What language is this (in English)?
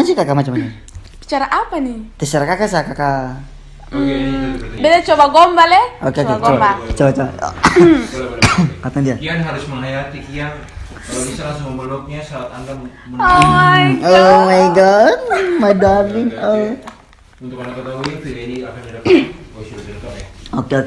Ambonese Malay